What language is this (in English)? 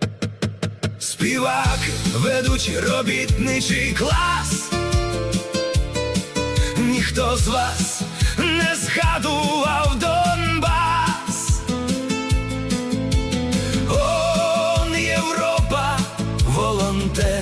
Ukrainian